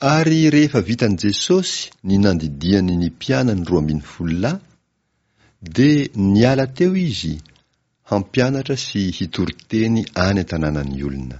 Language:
Malagasy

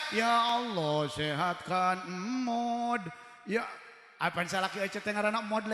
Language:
Sundanese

